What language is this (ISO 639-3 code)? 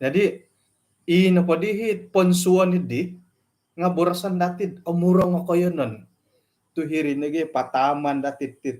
dtp